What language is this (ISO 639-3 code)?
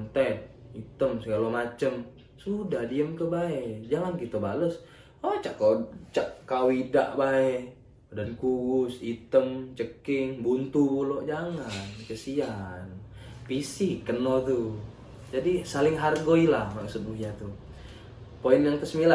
mui